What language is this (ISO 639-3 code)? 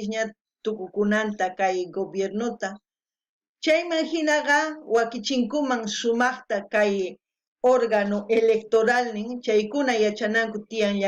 quh